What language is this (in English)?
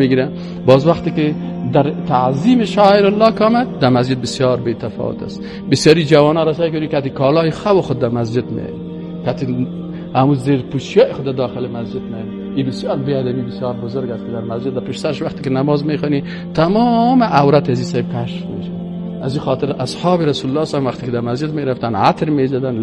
Persian